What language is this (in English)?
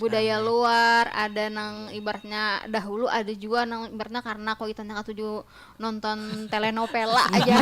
Banjar